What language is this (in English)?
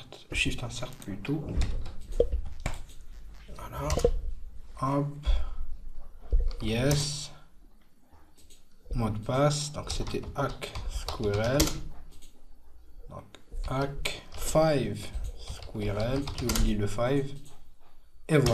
French